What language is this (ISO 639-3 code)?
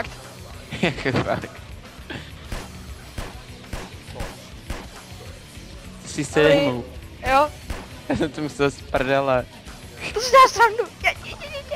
ces